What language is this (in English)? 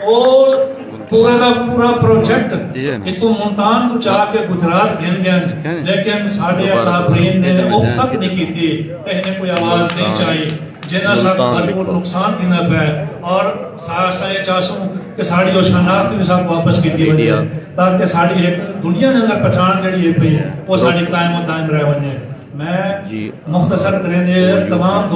Saraiki